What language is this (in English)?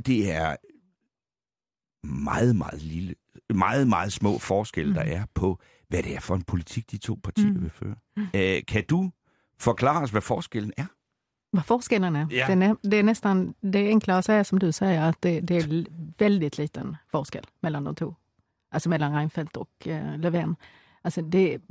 Danish